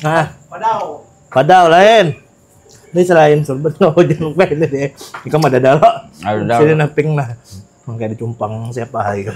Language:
Banjar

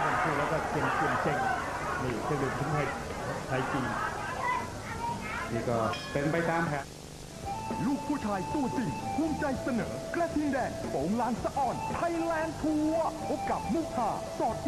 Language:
Thai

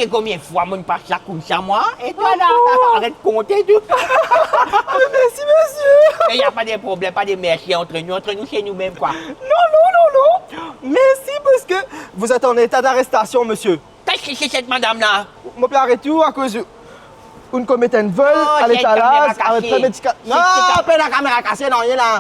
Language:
Morisyen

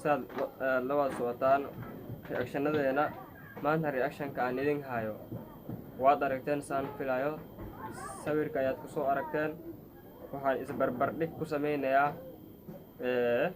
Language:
Somali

